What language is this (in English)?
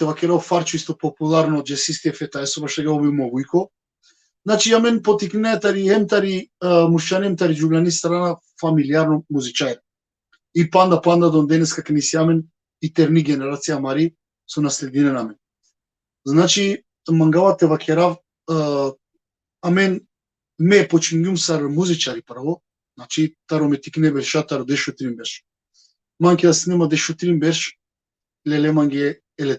Balkan Romani